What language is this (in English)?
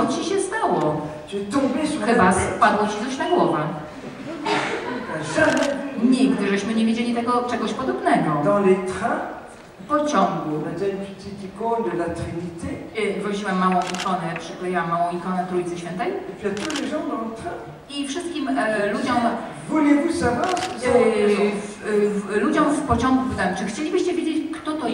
Polish